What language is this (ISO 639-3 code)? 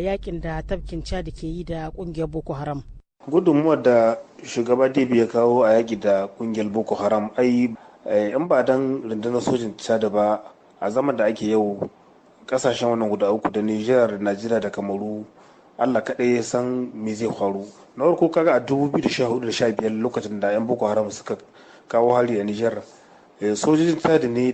hau